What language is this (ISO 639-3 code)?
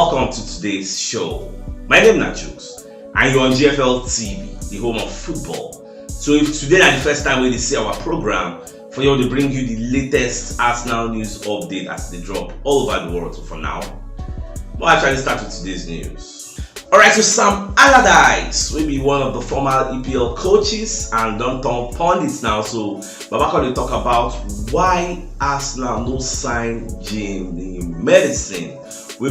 pcm